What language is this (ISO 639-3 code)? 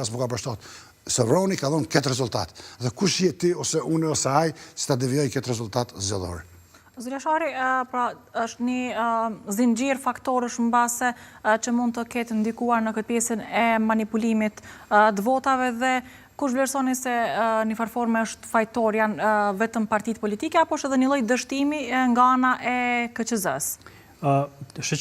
sqi